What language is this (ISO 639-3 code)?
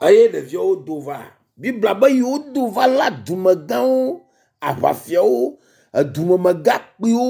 ewe